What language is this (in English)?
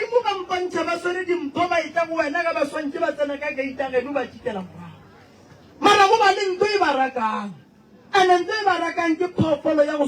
Northern Sotho